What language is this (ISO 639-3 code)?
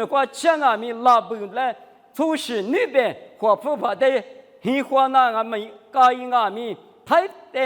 lis